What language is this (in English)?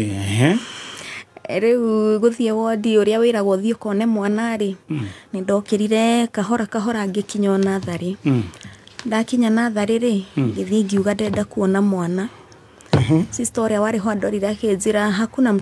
Kikuyu